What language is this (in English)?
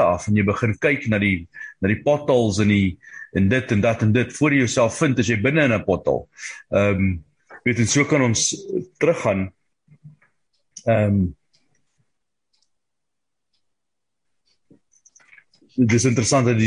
Afrikaans